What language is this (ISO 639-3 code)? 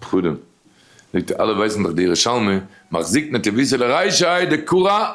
yid